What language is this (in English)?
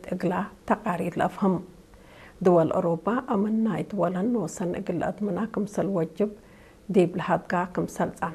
Tigre